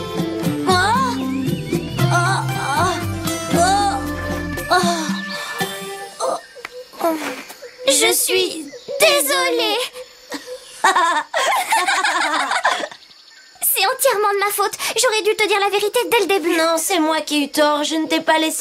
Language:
French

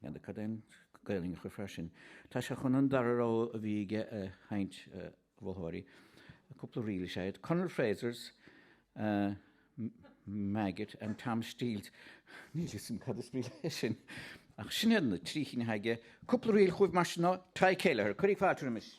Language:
Irish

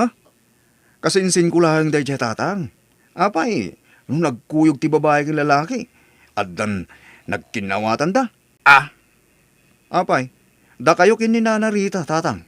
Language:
Iloko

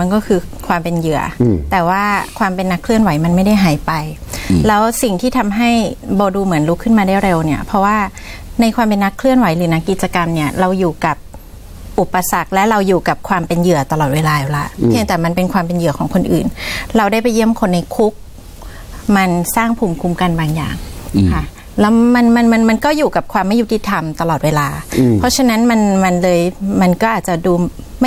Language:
Thai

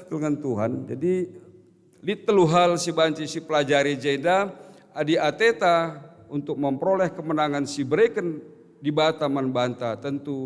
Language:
Batak Karo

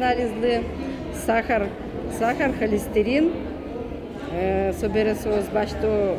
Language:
Udmurt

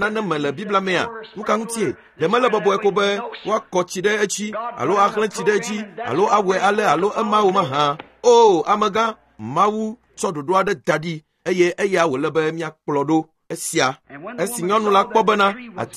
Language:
Ewe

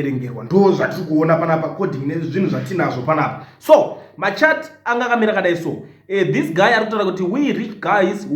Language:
Shona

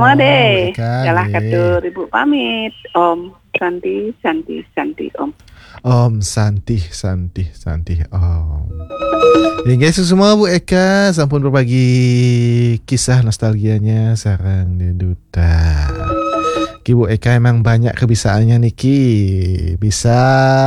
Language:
Balinese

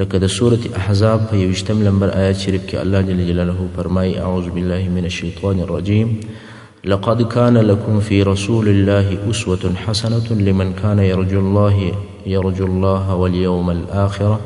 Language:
Pashto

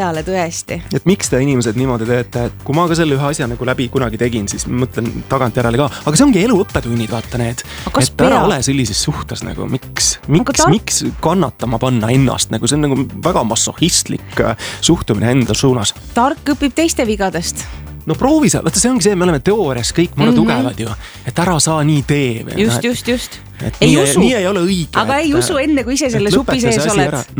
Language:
Estonian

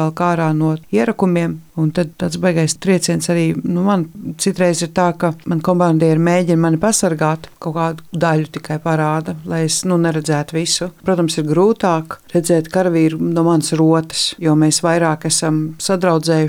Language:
Latvian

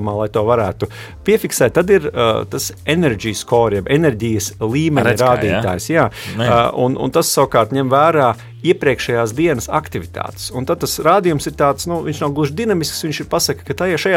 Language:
Latvian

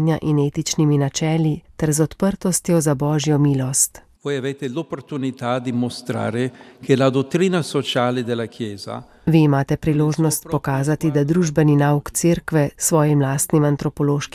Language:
Slovenian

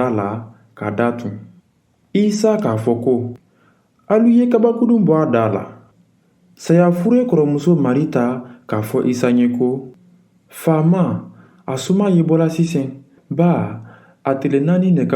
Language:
Mandingo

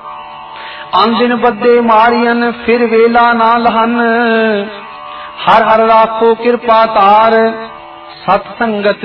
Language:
Punjabi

